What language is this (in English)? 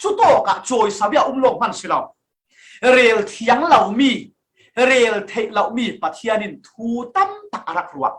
Falam Chin